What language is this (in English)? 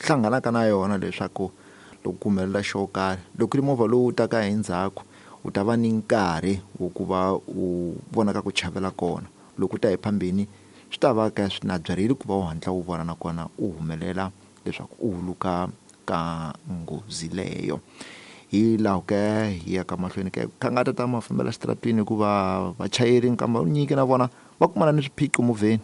Tsonga